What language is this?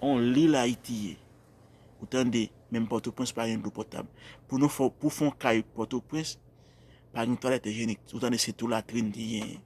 Haitian Creole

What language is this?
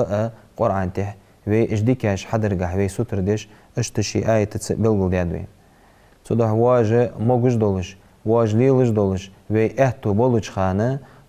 Ingush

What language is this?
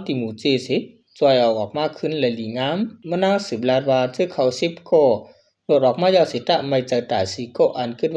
Shan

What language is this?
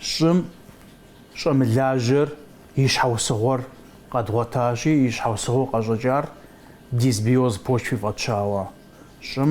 Kabardian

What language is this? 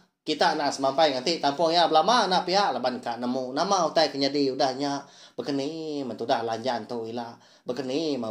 Iban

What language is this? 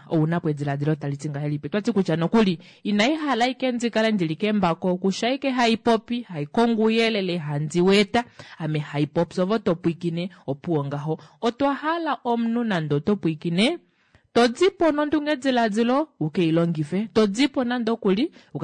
Kuanyama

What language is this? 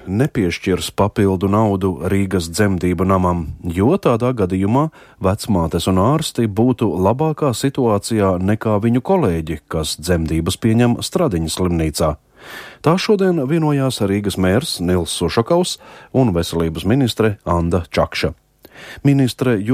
Latvian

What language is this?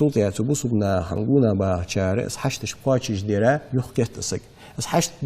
Ingush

